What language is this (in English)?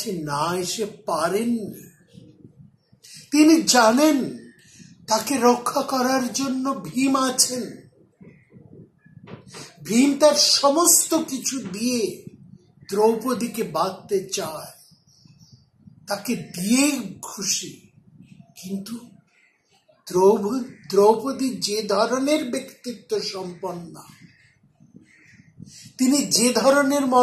Bangla